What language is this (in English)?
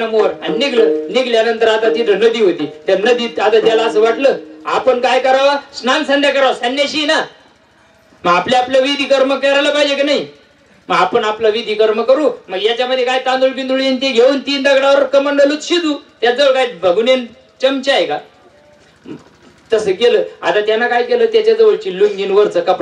Marathi